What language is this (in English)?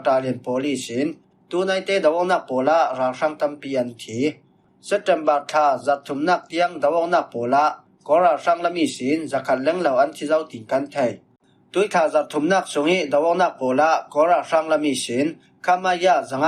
Falam Chin